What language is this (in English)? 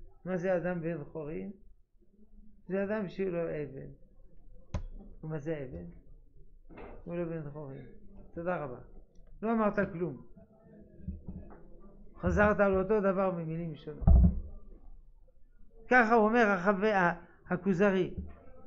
Hebrew